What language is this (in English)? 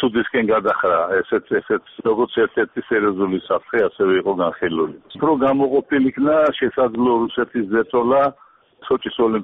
Georgian